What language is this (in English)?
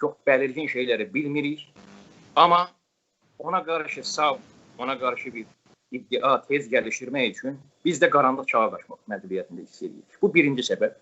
South Azerbaijani